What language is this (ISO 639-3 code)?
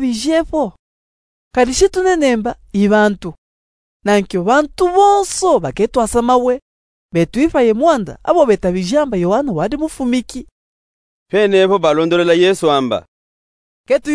lub